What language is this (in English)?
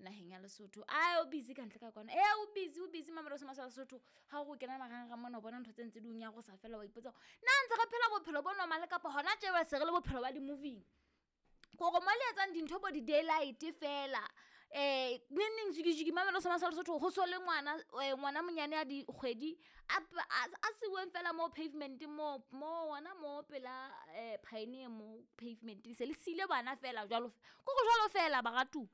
Southern Sotho